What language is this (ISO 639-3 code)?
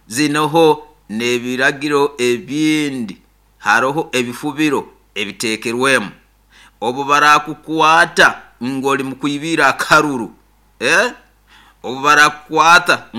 nyo